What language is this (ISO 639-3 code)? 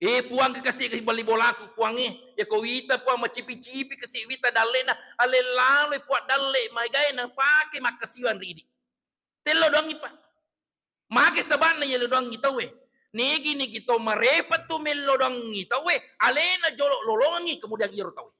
bug